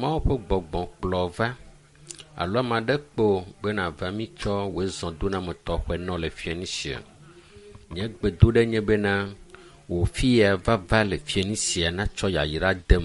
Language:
Ewe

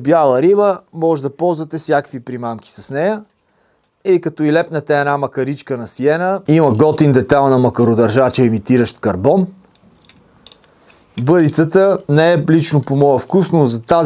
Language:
Bulgarian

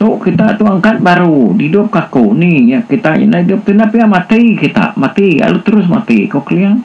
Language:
Iban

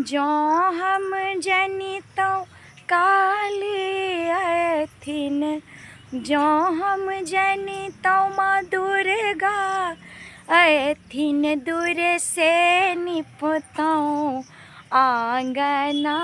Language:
Maithili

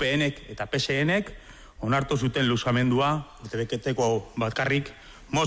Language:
Basque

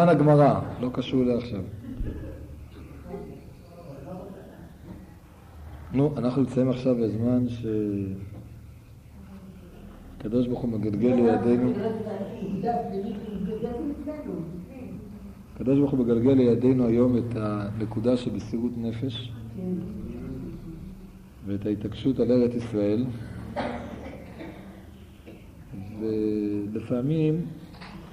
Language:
Hebrew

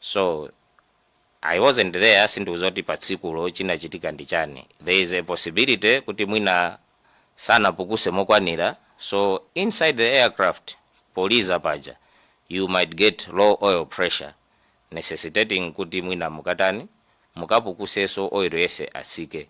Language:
Nyanja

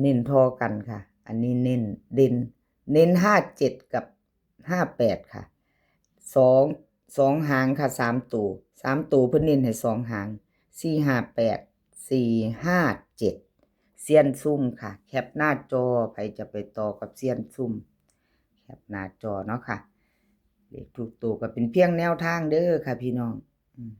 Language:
Northeastern Thai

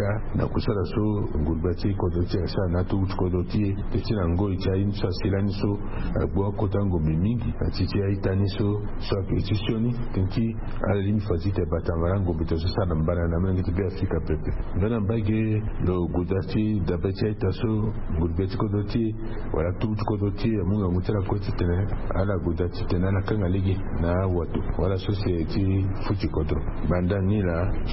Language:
Sango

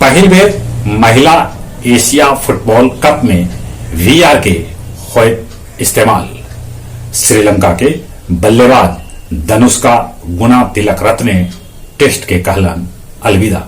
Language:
Magahi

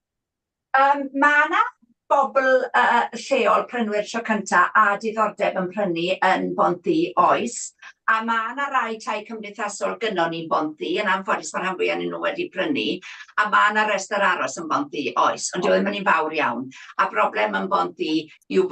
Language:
Welsh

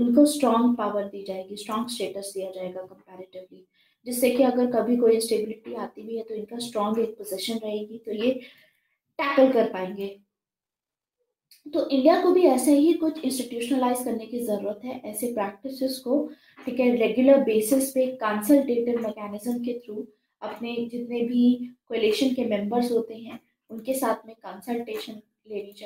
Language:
Hindi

